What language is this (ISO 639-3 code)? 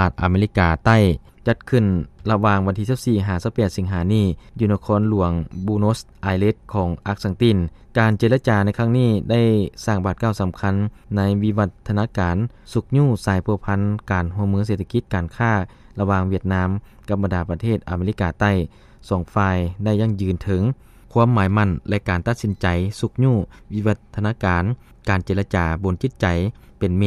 lao